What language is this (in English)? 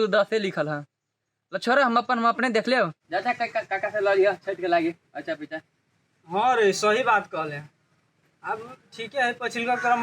Maithili